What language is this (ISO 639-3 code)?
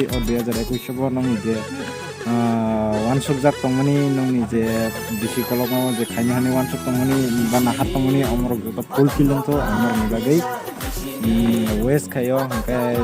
trp